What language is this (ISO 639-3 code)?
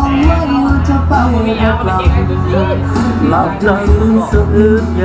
lao